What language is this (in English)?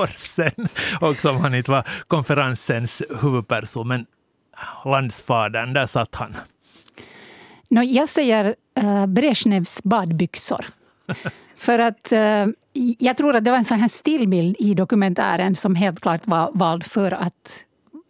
Swedish